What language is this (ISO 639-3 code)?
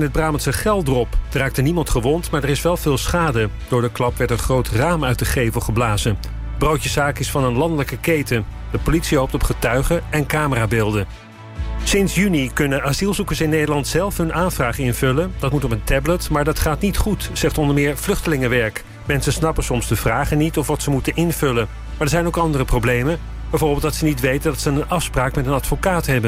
nld